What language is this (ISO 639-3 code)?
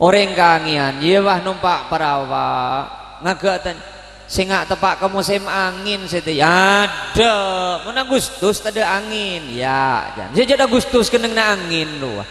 mad